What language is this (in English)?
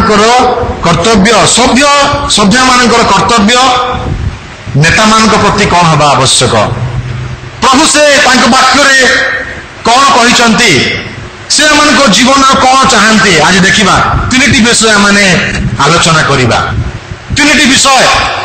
Odia